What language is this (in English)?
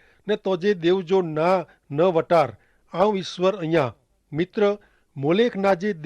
Kachhi